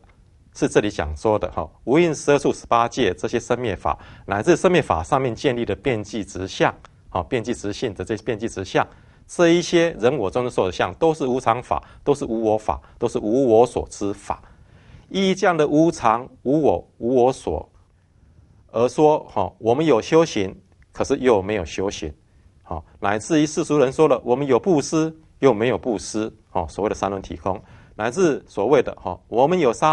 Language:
Chinese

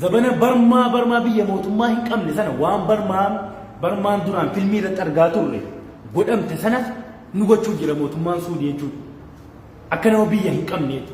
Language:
Oromo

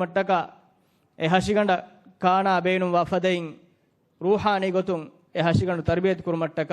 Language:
Divehi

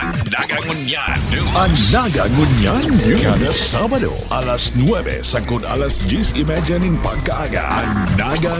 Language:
Bikol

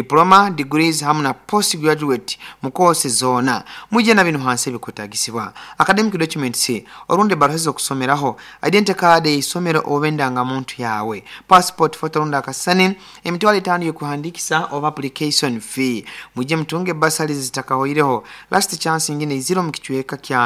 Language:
Nyoro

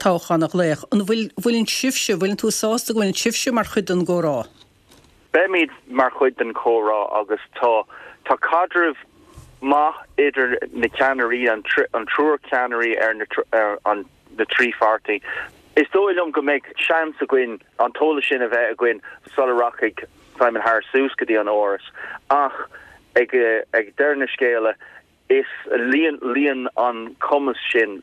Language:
Irish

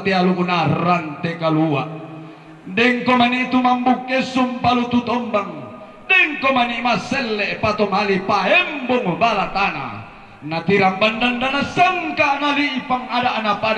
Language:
Toraja-Sa'dan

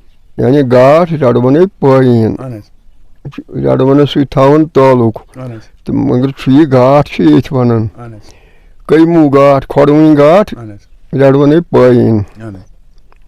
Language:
Kashmiri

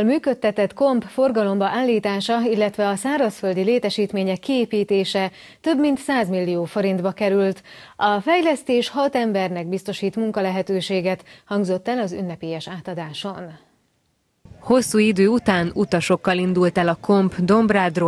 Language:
Hungarian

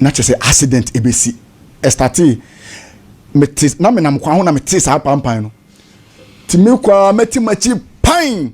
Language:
Akan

